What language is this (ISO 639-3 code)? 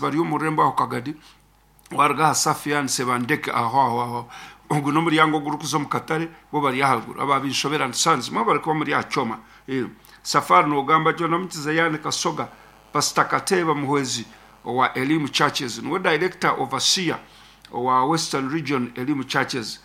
nyn